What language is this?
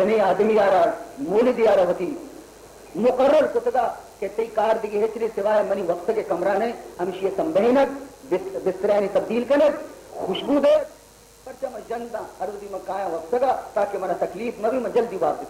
Baluchi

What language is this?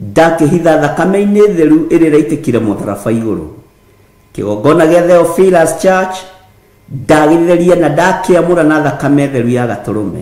Kikuyu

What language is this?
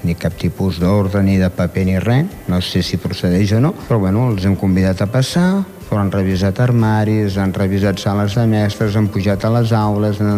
Catalan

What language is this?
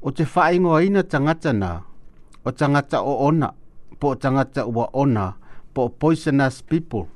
Samoan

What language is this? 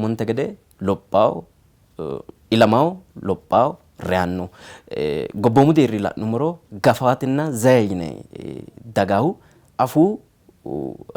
Sidamo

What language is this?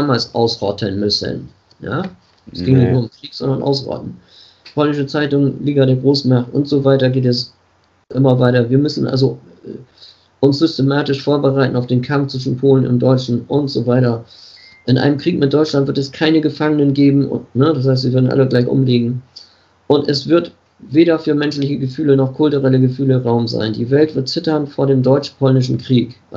German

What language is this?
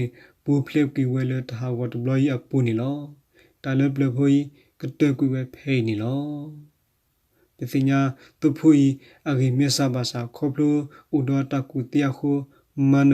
S'gaw Karen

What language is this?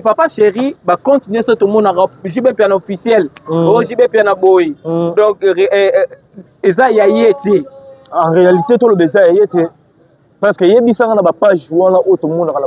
Lingala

